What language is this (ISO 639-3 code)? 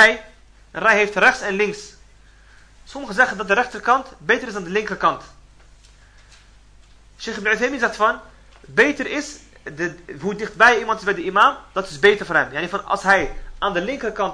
nld